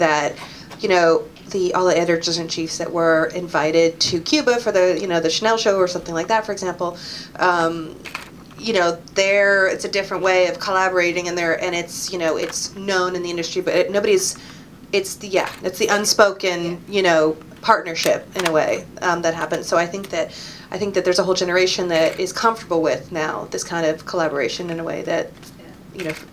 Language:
English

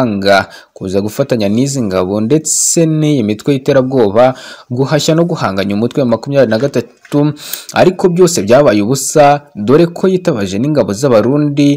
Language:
Kinyarwanda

